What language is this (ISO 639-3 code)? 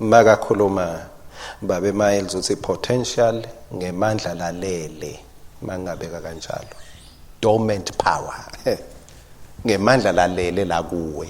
ssw